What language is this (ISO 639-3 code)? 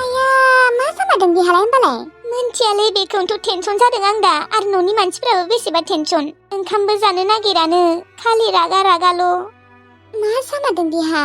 brx